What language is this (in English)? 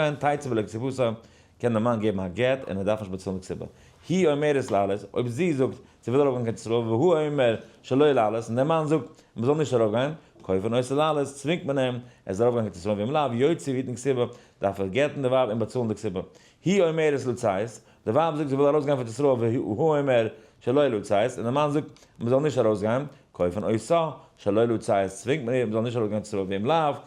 Yiddish